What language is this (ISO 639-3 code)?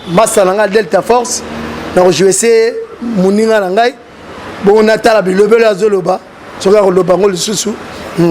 lin